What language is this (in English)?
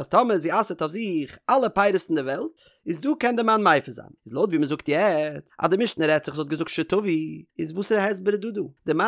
Yiddish